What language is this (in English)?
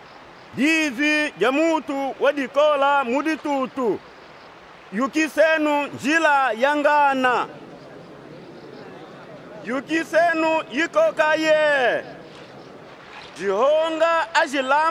Kimbundu